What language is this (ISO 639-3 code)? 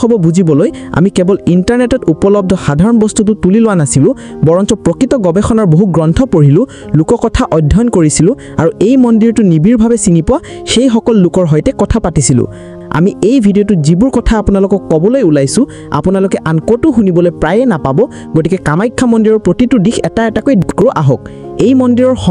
asm